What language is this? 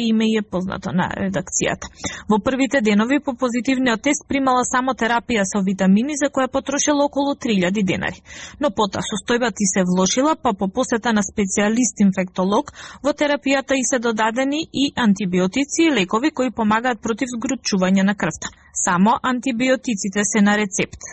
Macedonian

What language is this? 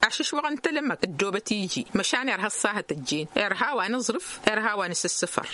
Tamasheq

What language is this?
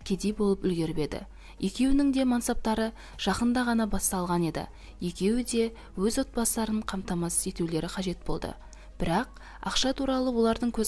Kazakh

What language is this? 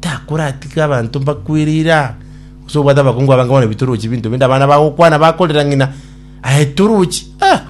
Gusii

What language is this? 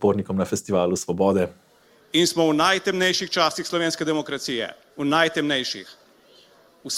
Slovenian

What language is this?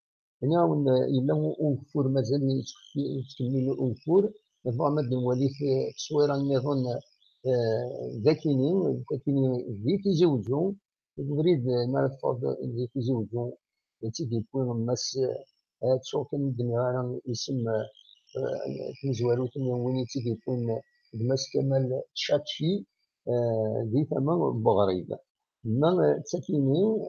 Kabyle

